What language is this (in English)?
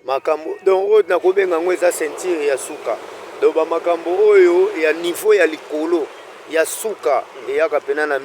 Lingala